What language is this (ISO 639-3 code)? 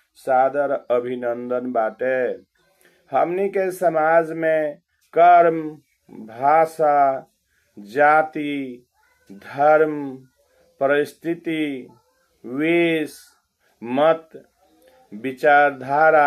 bho